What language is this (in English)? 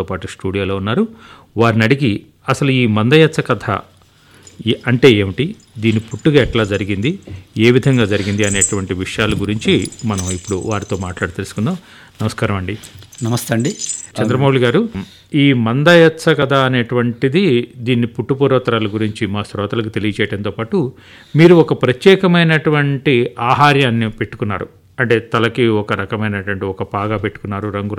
Telugu